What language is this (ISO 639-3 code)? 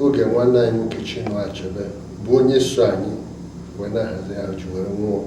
ibo